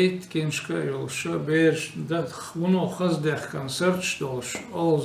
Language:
Chechen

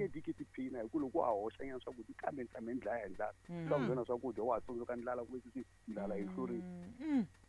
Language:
Tsonga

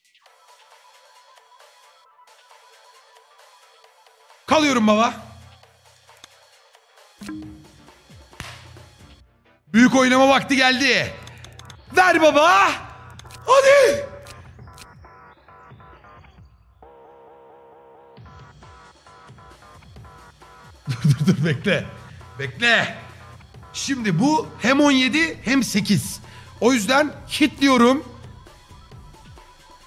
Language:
Turkish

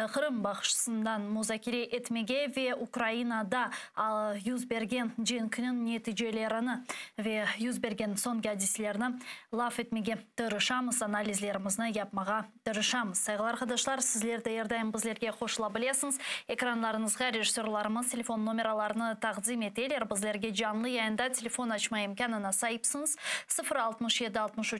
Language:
Crimean Tatar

